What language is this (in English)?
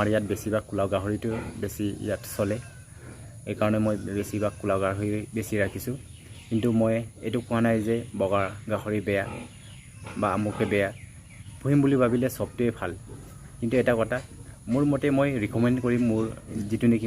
Assamese